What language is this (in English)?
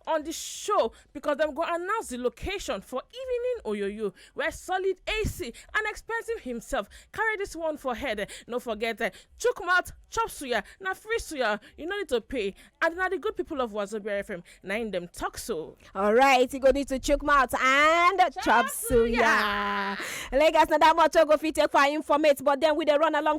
Nigerian Pidgin